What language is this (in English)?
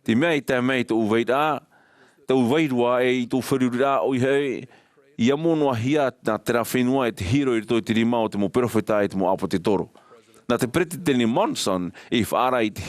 Tahitian